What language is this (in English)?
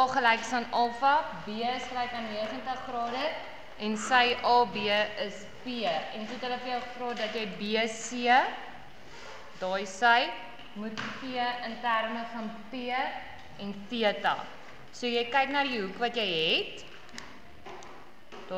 Afrikaans